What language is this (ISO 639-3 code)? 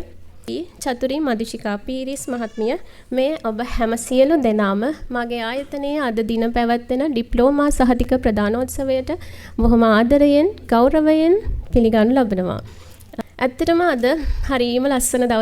sin